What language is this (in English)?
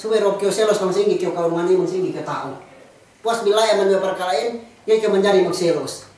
Yakan